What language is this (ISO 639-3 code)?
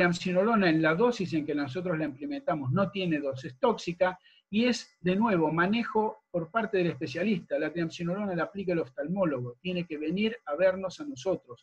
spa